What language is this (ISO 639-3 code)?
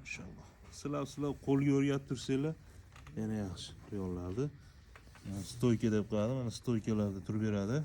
uzb